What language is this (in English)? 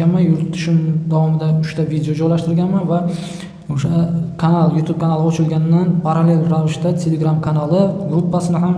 Uzbek